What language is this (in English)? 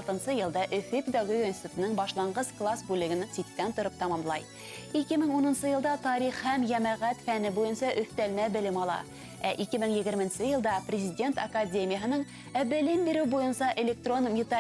Bashkir